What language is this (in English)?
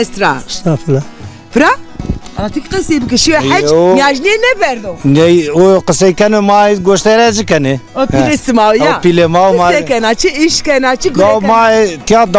Zaza